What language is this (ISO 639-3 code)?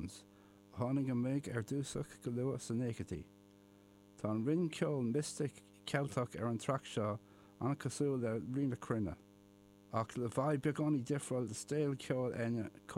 gle